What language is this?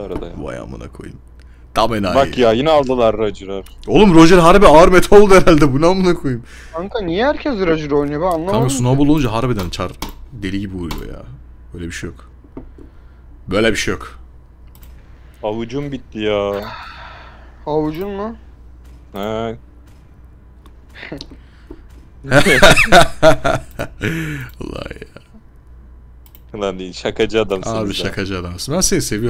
Turkish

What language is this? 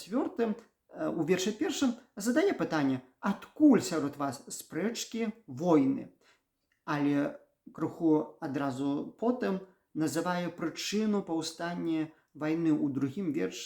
Belarusian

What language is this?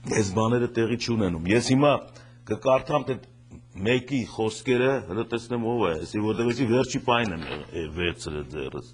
Armenian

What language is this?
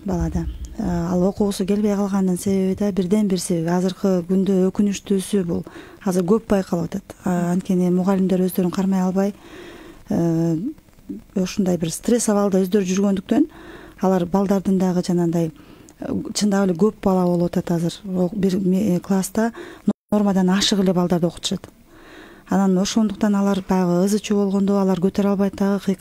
Kyrgyz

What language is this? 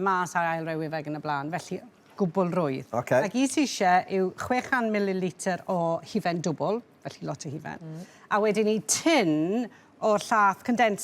Welsh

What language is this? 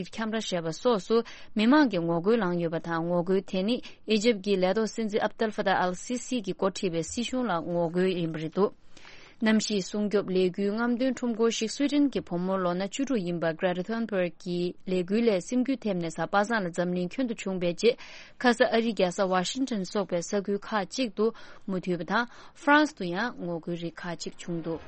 Tibetan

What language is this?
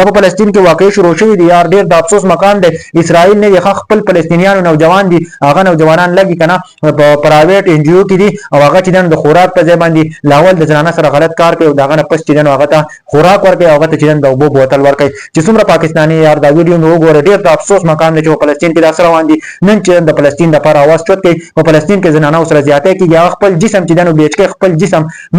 Pashto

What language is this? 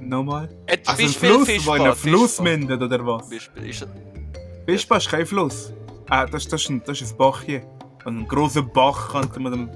Swiss German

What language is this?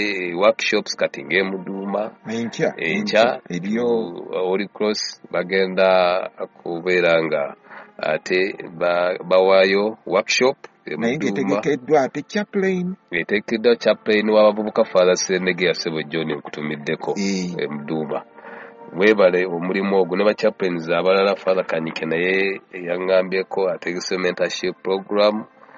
Ganda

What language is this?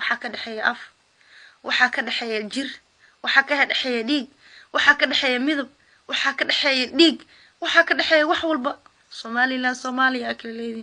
Somali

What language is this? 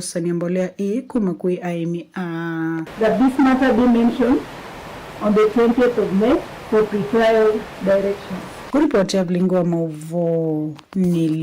Kamba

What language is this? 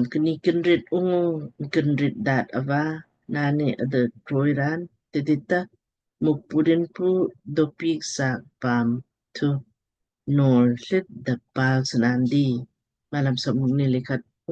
Lamkang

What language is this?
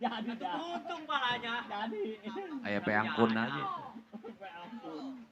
Betawi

